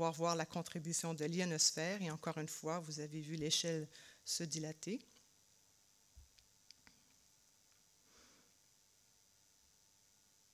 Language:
French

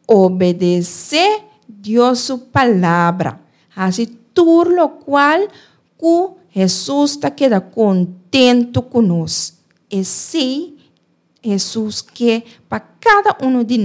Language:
Papiamento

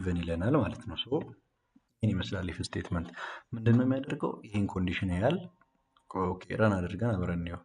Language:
Amharic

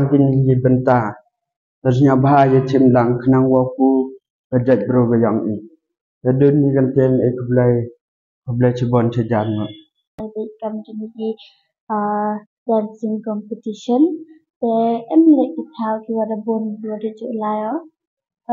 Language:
Khasi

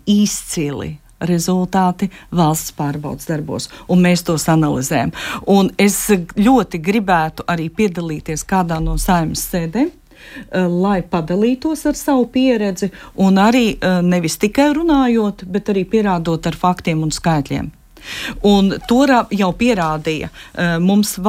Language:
Latvian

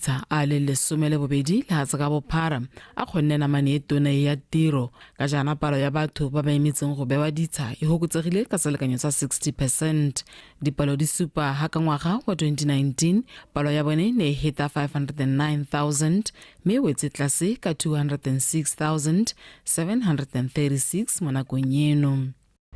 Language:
Tswana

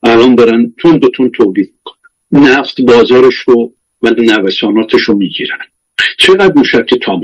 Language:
Persian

